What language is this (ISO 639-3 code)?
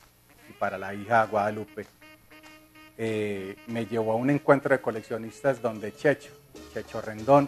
spa